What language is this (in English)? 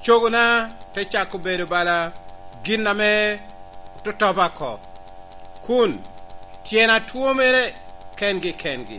Lango (Uganda)